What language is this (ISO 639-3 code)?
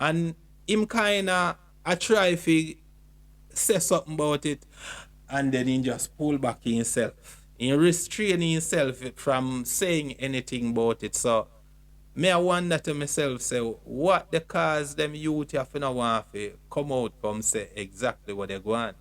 jam